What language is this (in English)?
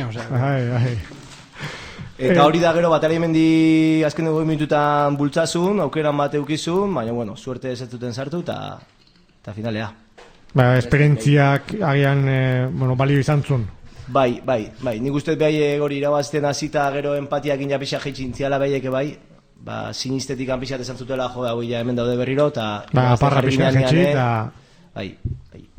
Basque